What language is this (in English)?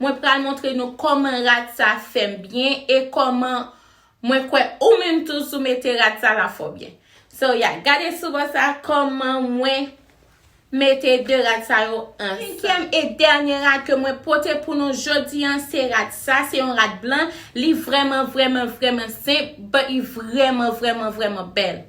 Haitian Creole